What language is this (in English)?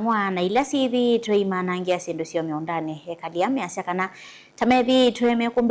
Kamba